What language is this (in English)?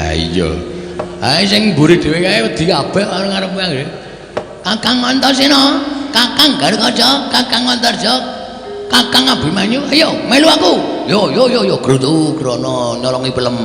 Javanese